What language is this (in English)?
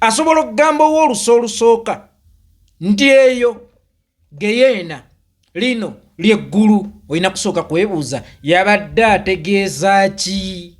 Ganda